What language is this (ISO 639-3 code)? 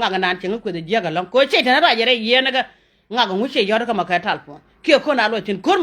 nus